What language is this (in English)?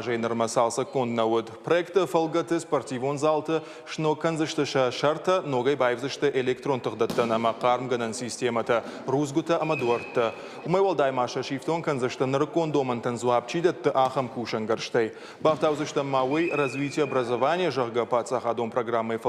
Ossetic